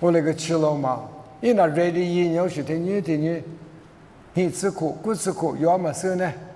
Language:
Lisu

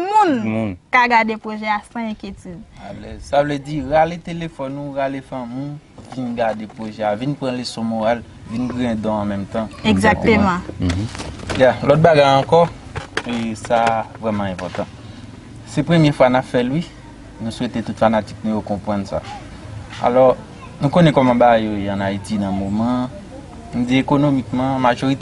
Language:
Haitian Creole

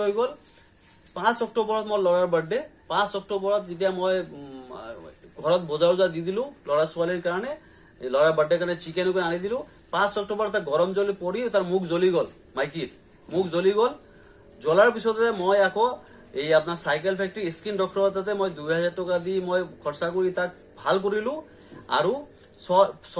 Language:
Assamese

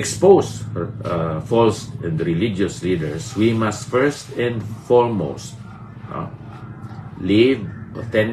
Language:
Hiligaynon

